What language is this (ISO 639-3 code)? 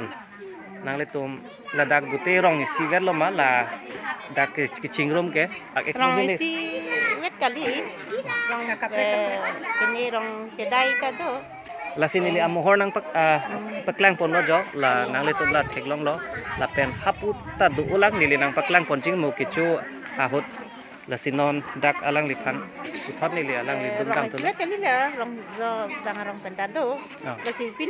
mjw